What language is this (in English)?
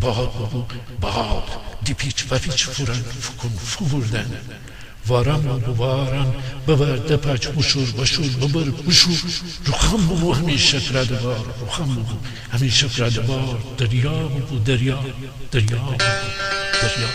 Gilaki